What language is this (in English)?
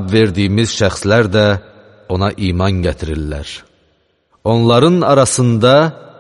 Azerbaijani